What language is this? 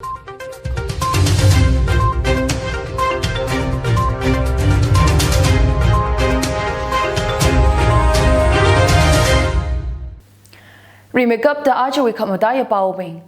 Tangkhul Naga (India)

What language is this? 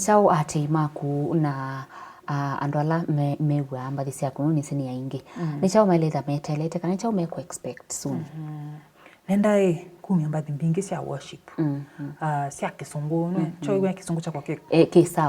Kamba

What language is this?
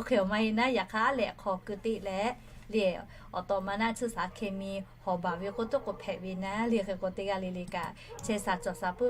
Lahu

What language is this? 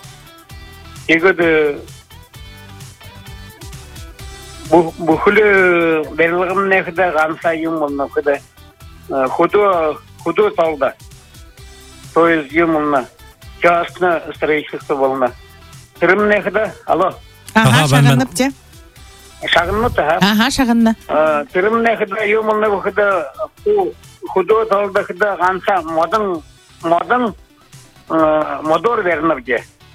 Buriat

